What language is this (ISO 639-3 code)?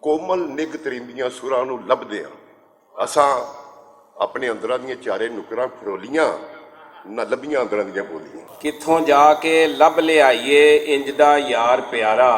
lah